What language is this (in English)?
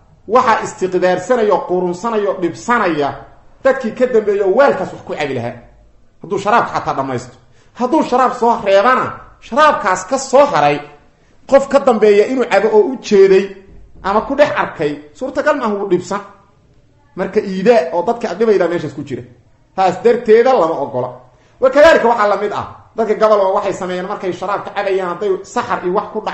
Somali